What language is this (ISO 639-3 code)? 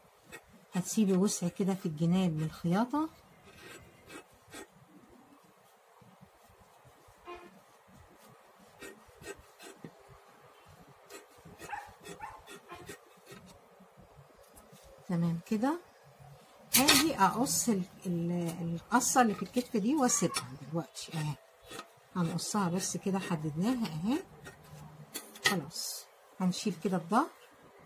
arz